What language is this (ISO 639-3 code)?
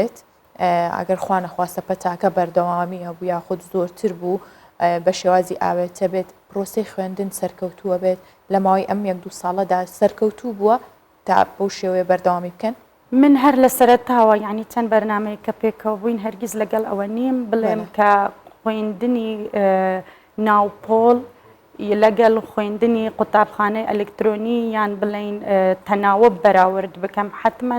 ckb